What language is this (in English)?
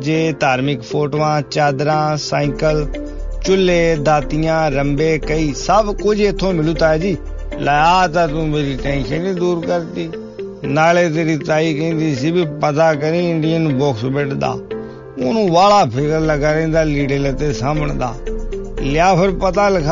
Punjabi